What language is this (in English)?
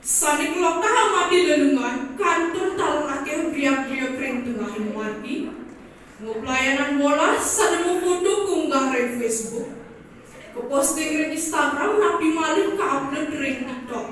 Balinese